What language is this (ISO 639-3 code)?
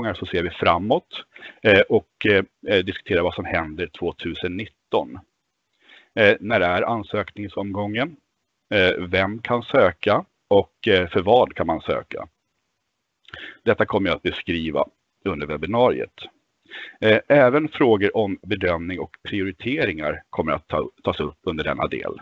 swe